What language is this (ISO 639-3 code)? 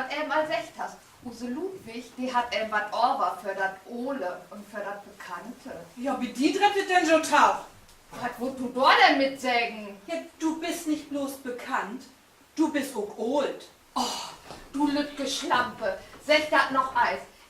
nds